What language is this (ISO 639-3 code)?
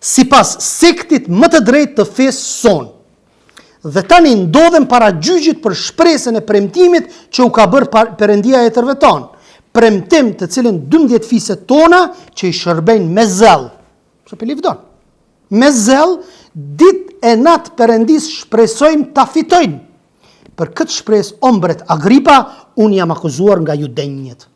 sqi